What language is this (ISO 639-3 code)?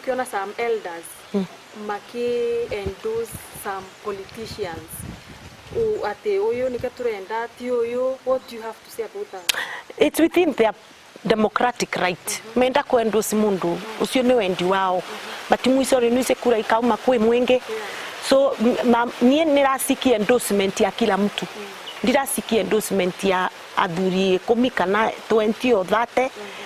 mer